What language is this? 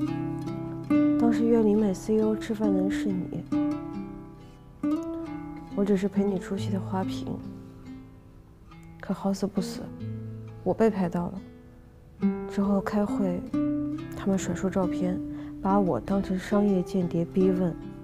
Chinese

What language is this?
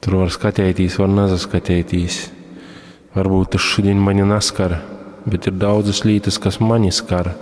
Latgalian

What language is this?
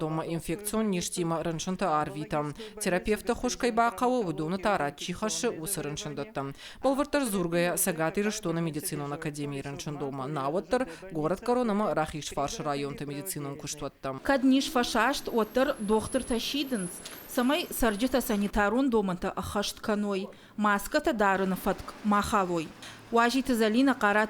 Ossetic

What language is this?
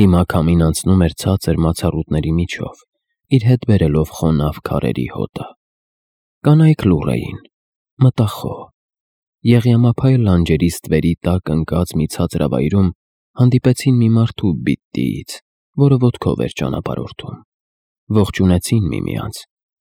Armenian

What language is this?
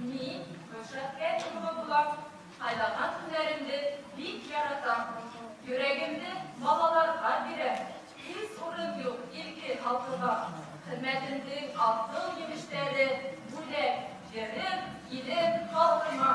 Bashkir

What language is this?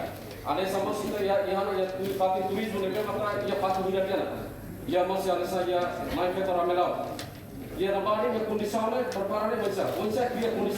Tetum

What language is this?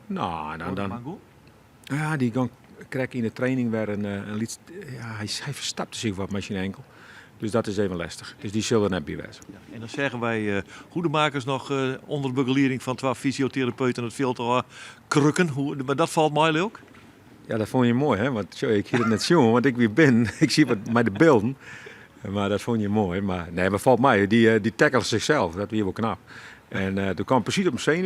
Western Frisian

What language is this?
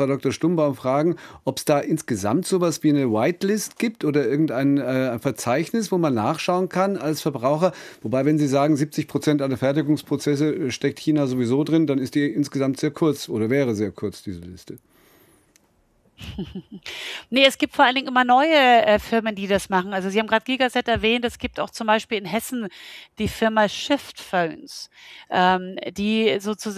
German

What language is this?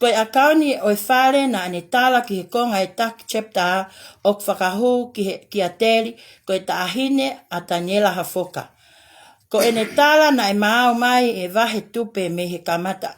Tongan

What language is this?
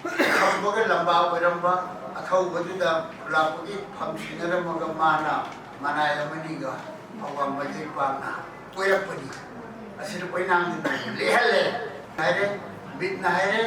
Manipuri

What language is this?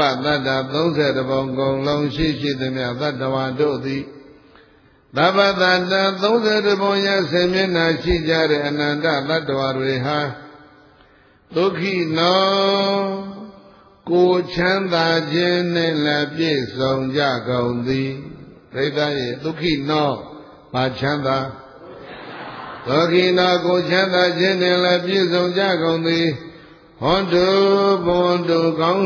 Burmese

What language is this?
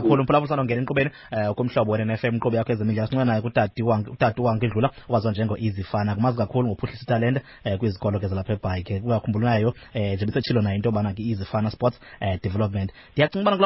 Xhosa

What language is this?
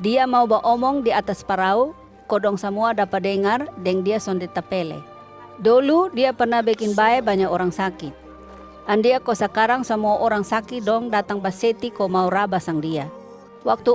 Kupang Malay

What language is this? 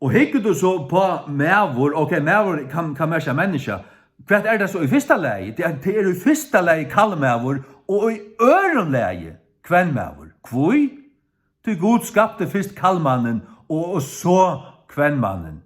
Faroese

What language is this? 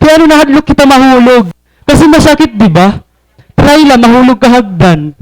Waray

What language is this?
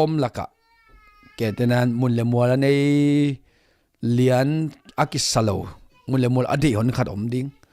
Tedim Chin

